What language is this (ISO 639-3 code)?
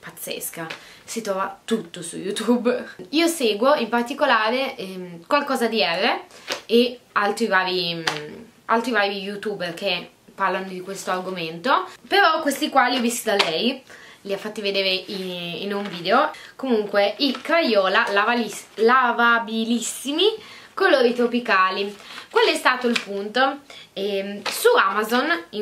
ita